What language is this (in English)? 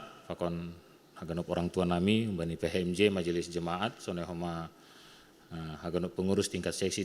Batak Simalungun